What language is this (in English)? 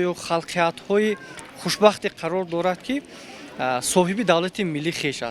Tajik